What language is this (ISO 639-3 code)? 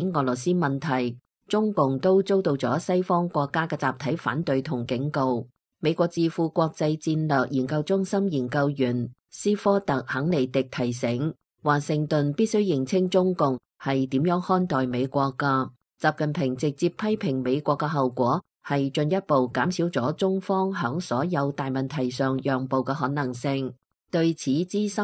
yue